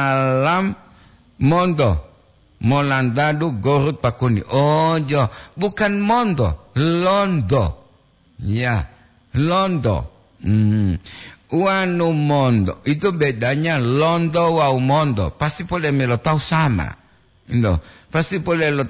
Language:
Gorontalo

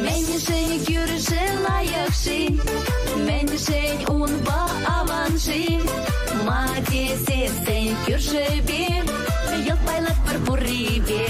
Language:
Chuvash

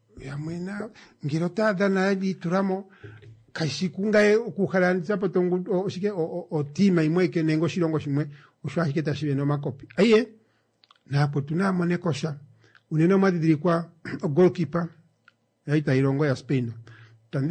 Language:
Kuanyama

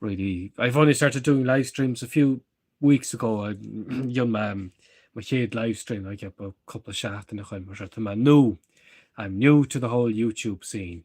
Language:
Irish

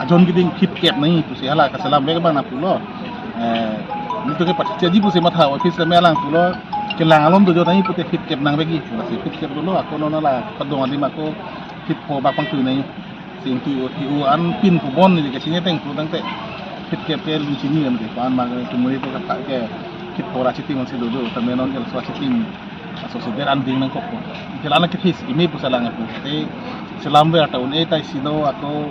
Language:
Karbi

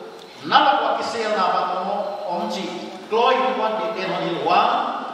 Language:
Paite Chin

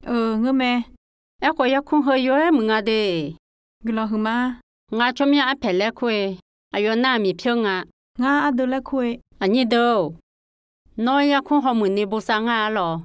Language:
Akha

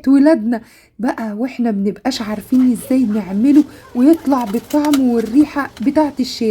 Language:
Egyptian Arabic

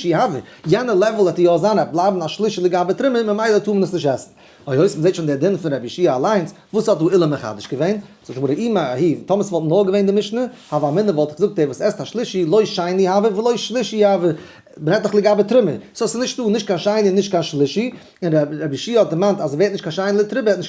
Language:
Yiddish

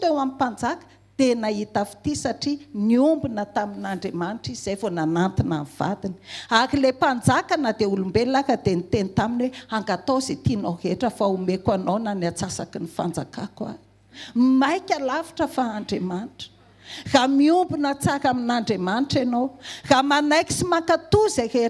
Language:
Malagasy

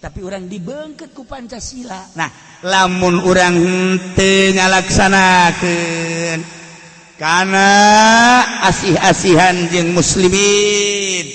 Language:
Sundanese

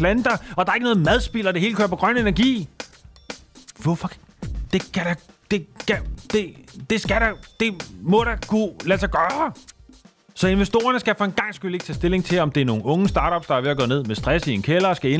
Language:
Danish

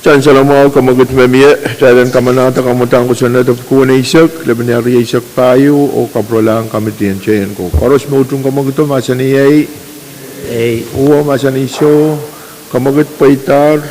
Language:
Pohnpeian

